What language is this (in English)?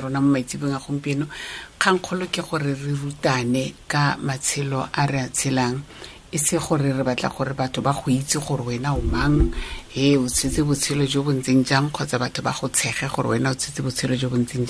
Tswana